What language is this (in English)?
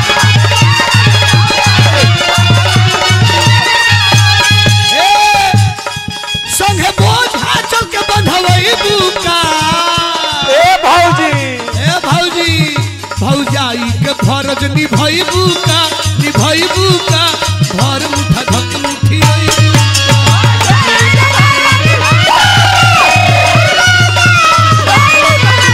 Bhojpuri